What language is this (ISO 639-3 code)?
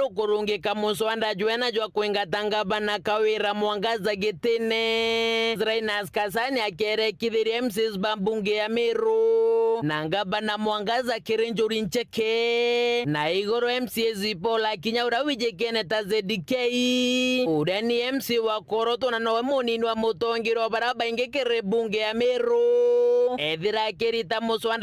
mer